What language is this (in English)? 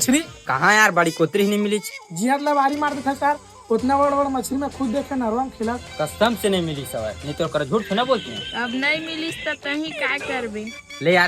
Chhattisgarhi